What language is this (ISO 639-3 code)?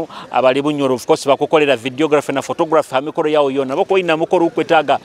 nyo